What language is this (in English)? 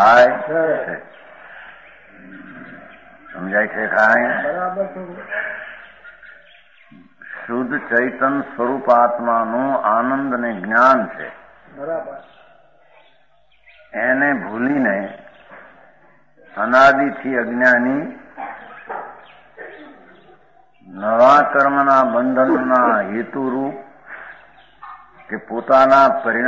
Gujarati